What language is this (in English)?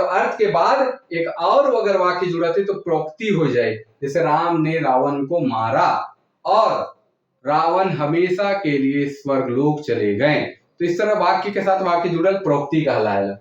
Sadri